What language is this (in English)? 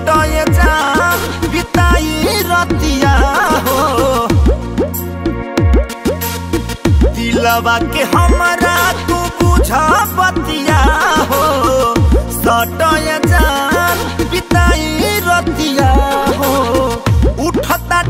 Bhojpuri